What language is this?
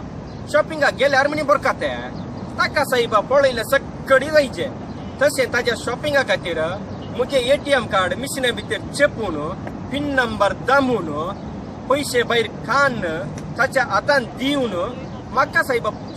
Konkani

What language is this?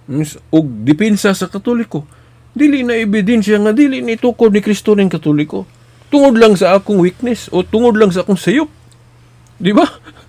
Cebuano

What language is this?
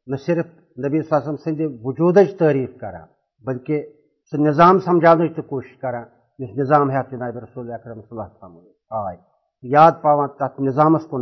Kashmiri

